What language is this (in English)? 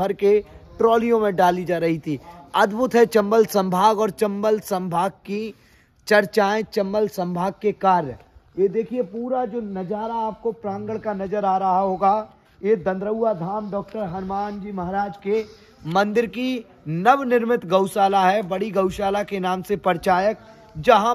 Hindi